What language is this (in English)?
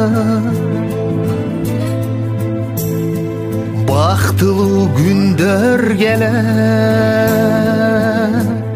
Kyrgyz